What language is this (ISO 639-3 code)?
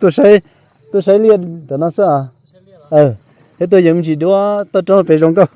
hmn